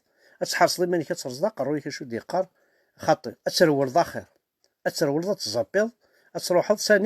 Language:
Kabyle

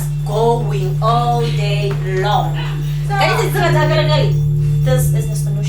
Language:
Southern Sotho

